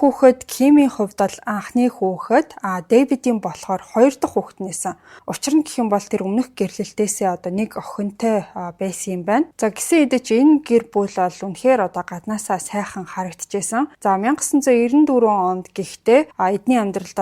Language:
Mongolian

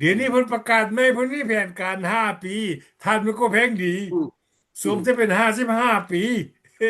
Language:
Lao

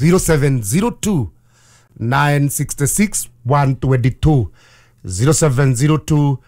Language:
Kikuyu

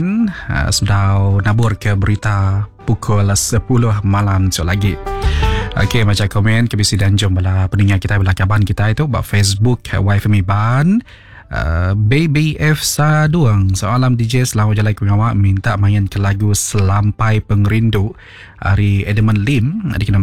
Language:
Iban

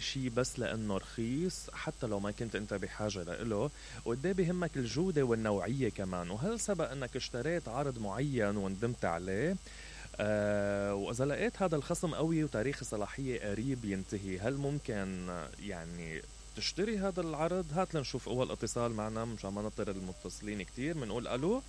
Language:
Mesopotamian Arabic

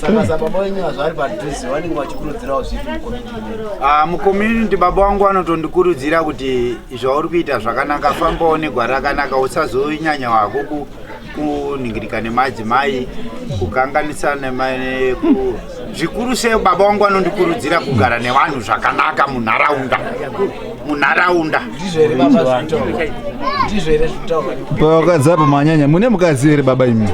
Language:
Shona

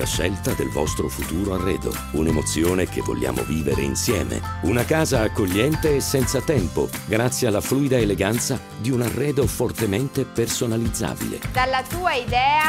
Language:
Italian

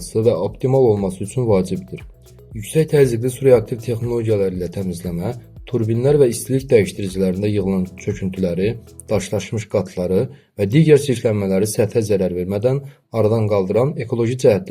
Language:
Azerbaijani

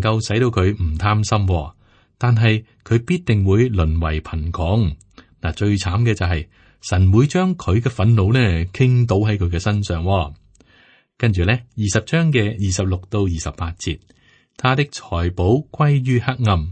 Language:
Cantonese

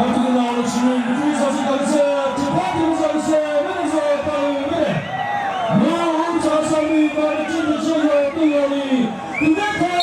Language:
Chokri Naga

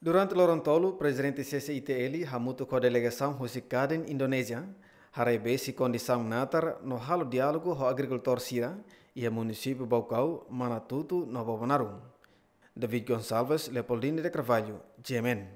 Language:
Tetum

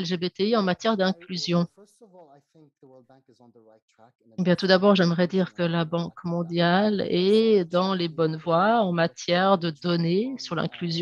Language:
French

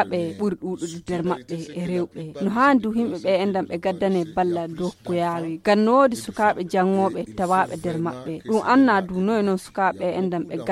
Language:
Nigerian Fulfulde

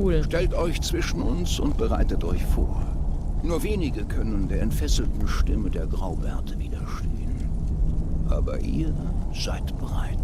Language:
Swiss German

